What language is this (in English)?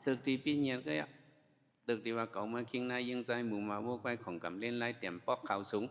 Shan